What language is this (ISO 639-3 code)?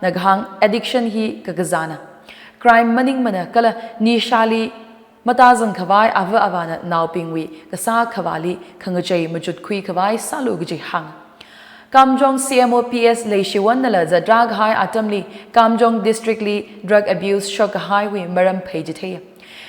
nmf